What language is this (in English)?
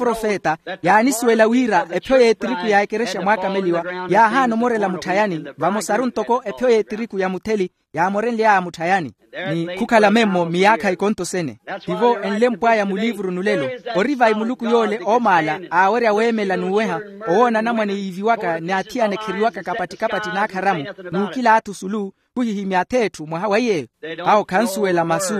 Makhuwa